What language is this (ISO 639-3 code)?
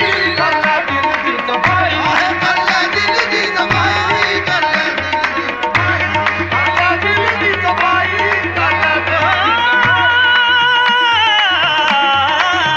pan